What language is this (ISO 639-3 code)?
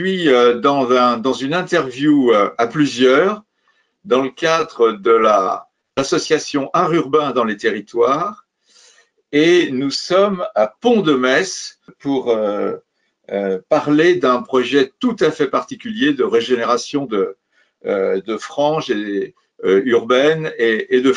fra